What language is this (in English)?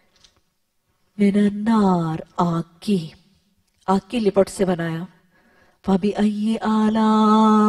Urdu